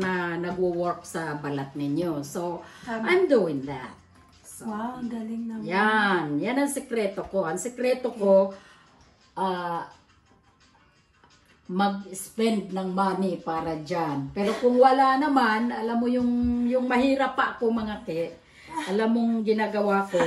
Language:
Filipino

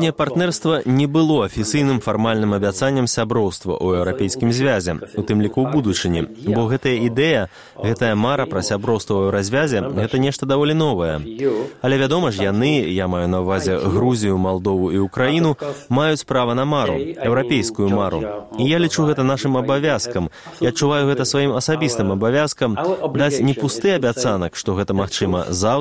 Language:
Belarusian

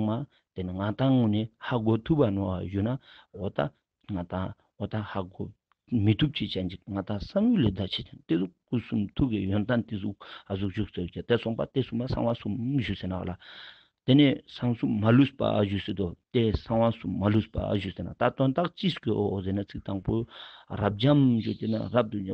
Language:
Ladakhi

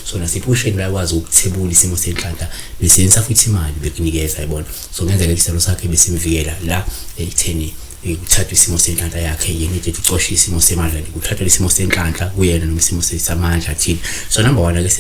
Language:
Zulu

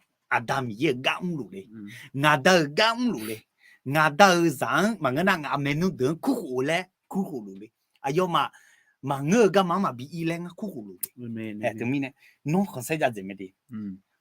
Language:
Akha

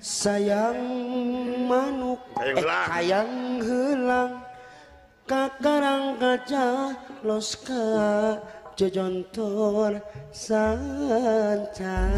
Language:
Sundanese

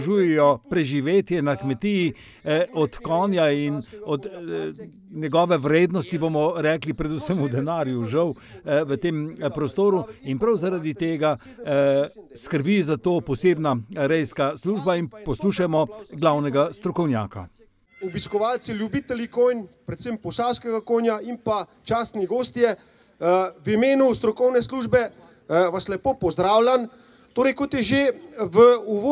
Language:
Slovenian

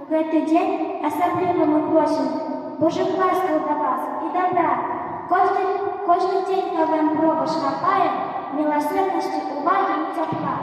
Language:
Belarusian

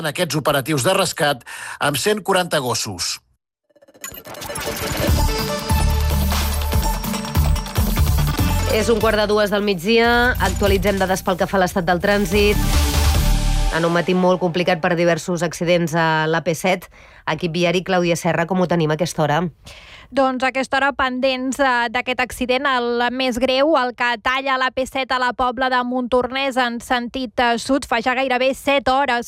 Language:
Catalan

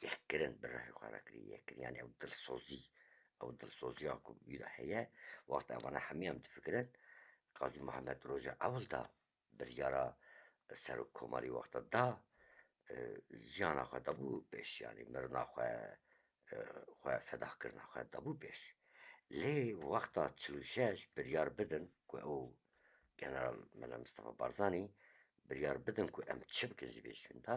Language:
Kurdish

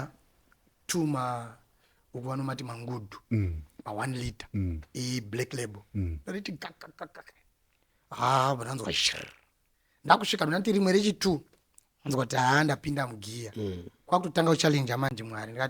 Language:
Shona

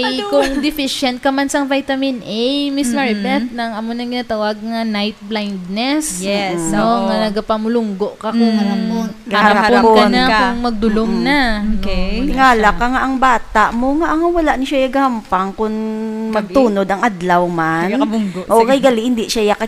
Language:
Hiligaynon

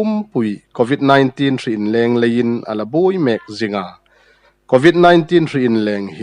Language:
Hmar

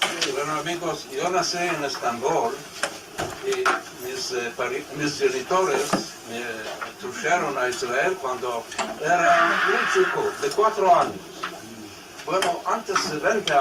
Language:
Ladino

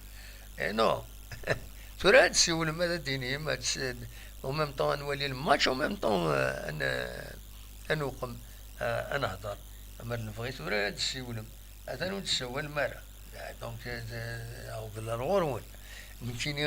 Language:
Kabyle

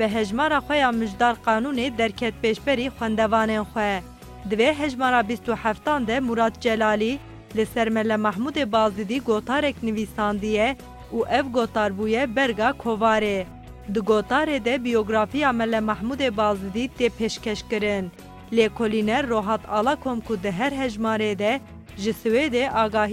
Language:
Kurdish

